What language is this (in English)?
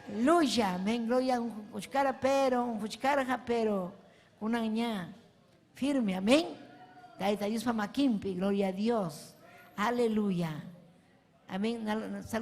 Ayacucho Quechua